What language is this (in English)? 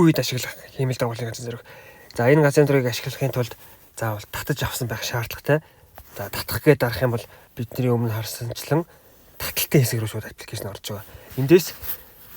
Mongolian